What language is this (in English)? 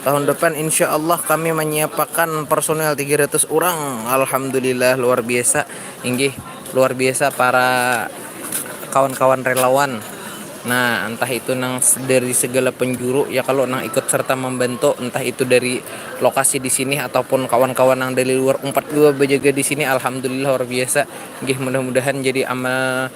Banjar